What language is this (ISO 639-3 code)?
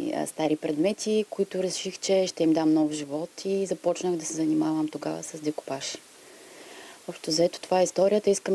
bul